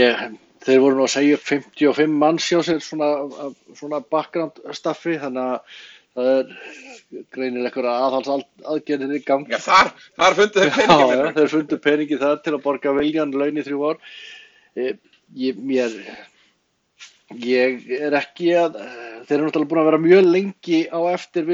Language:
Icelandic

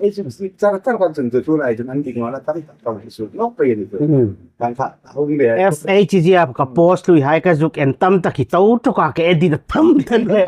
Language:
Hmar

